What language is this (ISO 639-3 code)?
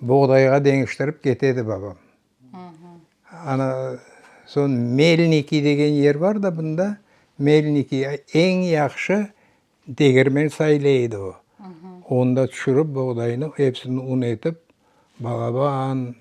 crh